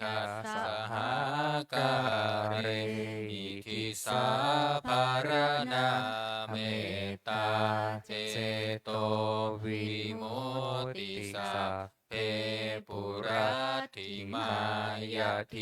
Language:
Pali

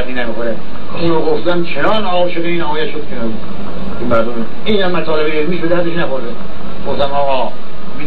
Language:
Persian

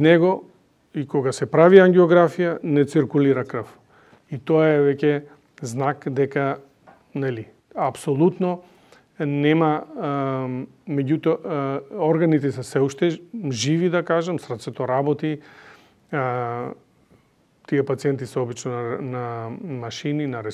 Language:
Macedonian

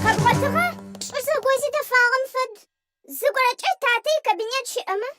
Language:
Adyghe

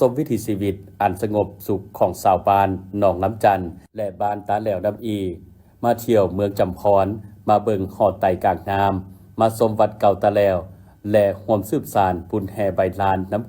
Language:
Lao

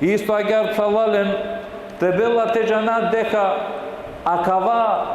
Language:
Balkan Romani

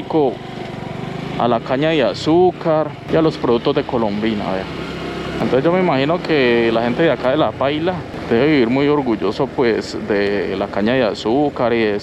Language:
Spanish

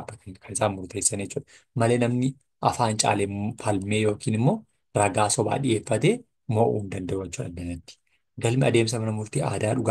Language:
Oromo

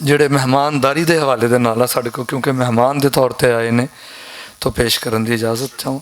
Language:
Western Panjabi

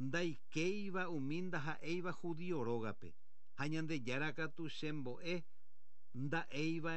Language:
Guarani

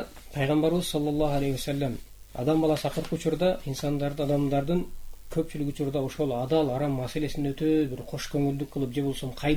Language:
Kyrgyz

